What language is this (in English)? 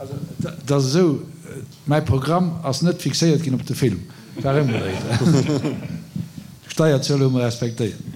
Luxembourgish